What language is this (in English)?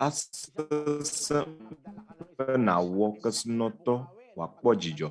Ewe